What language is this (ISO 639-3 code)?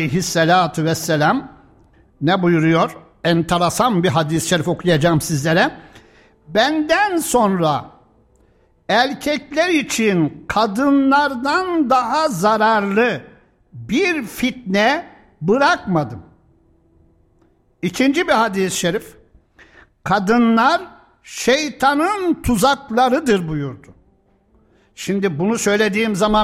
tur